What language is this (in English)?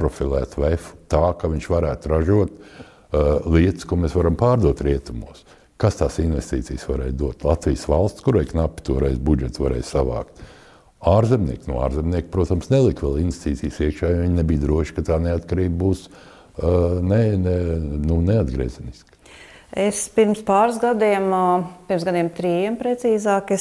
Latvian